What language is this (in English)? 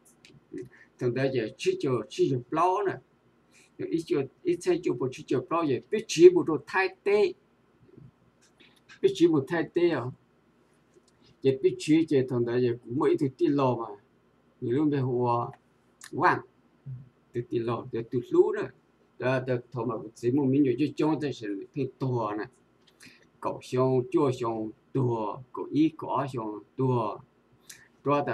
Vietnamese